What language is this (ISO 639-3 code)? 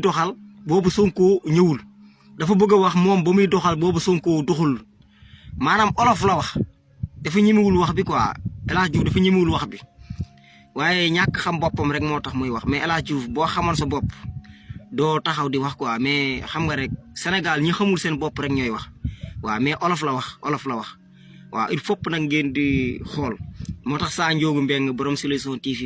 wol